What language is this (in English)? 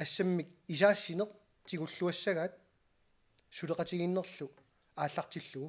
Kalaallisut